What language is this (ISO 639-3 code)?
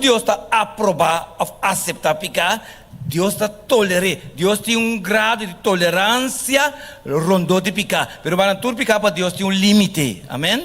pap